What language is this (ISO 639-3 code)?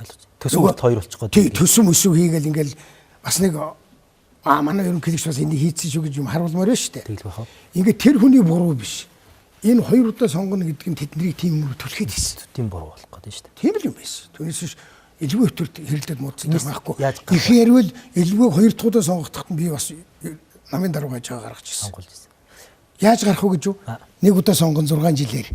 mon